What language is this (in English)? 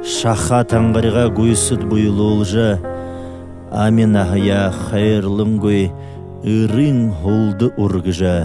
Buriat